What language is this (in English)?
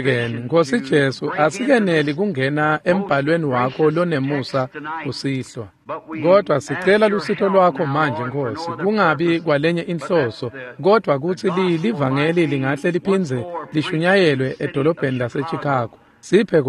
Swati